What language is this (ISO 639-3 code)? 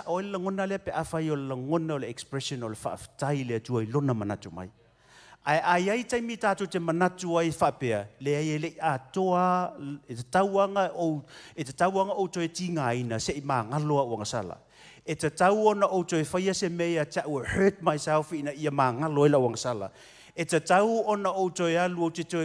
smo